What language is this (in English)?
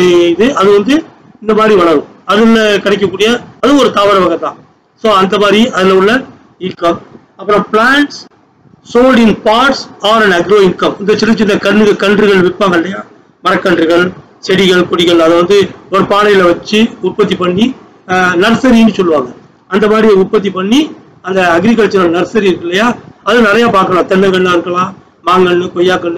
Tamil